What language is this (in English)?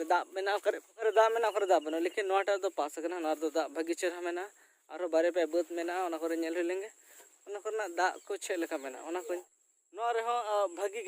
Santali